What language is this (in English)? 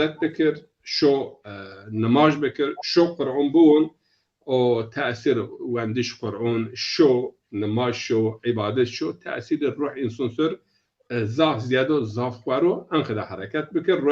Zaza